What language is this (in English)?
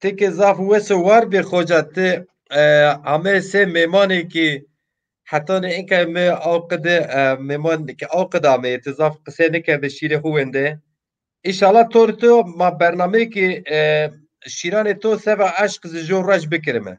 Zaza